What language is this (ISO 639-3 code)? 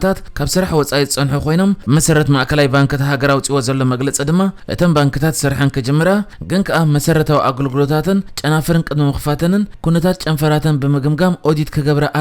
tir